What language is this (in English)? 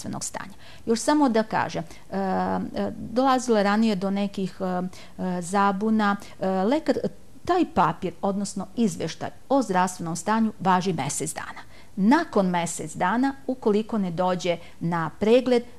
Serbian